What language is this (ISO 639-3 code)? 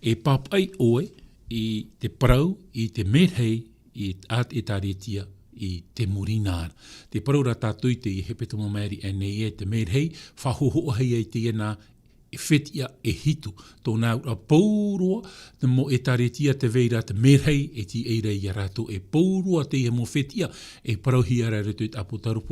tah